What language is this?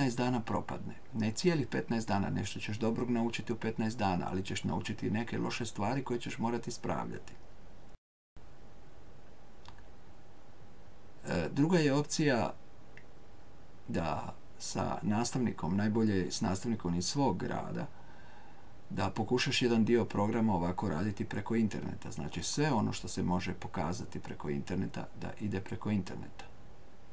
Croatian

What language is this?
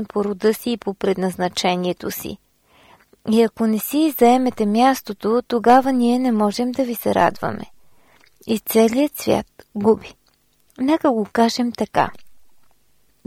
Bulgarian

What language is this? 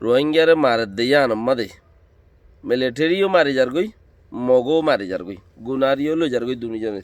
Rohingya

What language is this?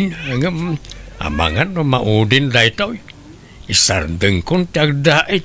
Iloko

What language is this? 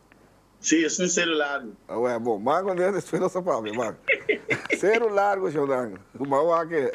Papiamento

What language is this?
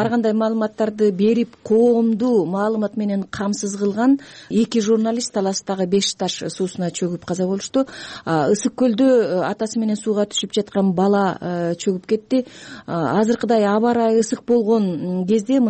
Kyrgyz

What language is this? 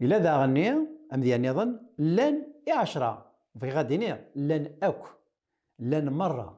Kabyle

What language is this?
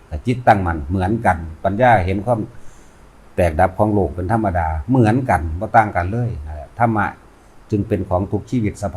Northeastern Thai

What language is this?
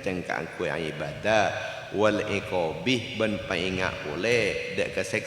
Madurese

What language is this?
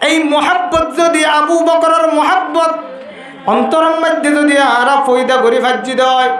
Rohingya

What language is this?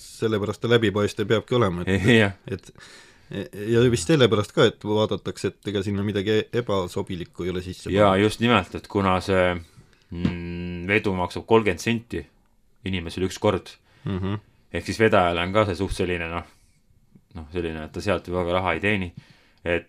Estonian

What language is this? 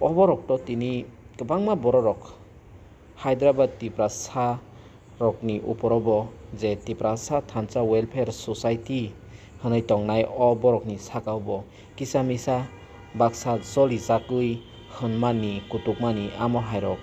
Kok Borok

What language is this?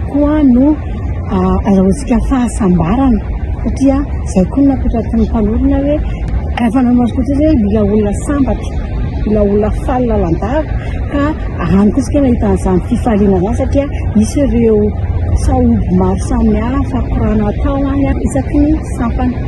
Malagasy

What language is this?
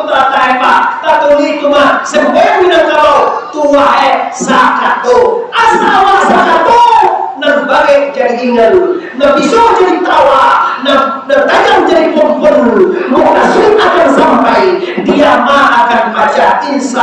Minangkabau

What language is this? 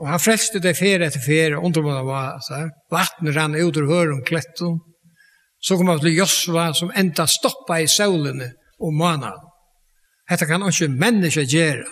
Faroese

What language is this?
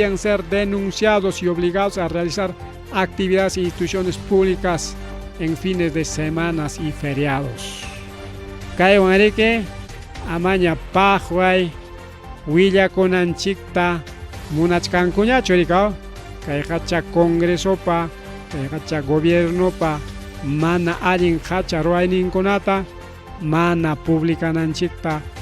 Ayacucho Quechua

